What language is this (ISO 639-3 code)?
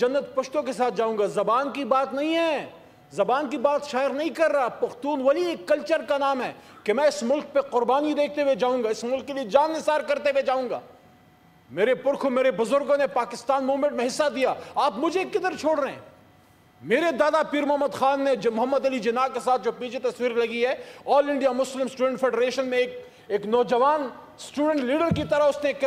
urd